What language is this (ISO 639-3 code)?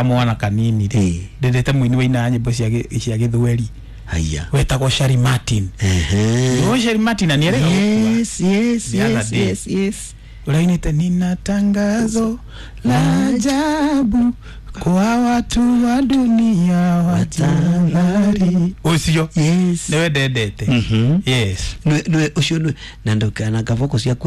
kik